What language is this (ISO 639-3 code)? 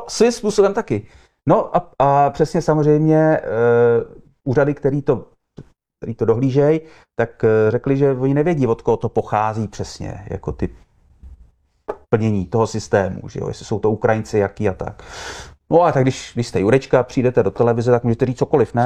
ces